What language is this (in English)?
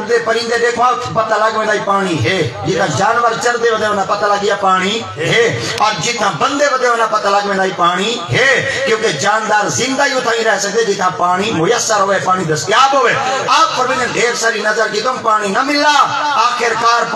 Saraiki